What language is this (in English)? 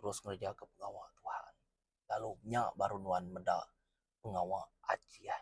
Iban